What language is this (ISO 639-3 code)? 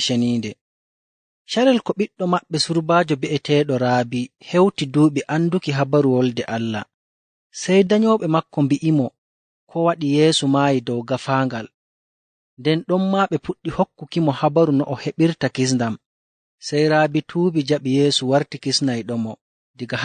fuv